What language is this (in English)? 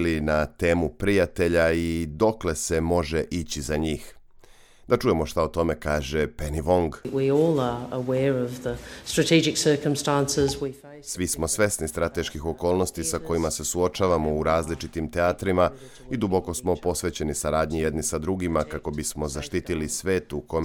Serbian